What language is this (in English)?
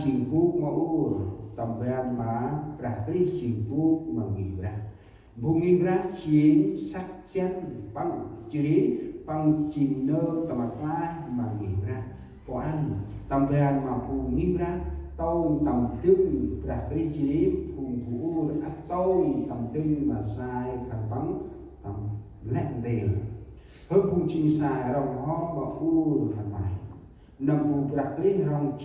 Central Mnong